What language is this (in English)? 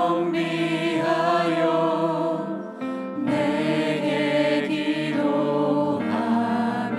Korean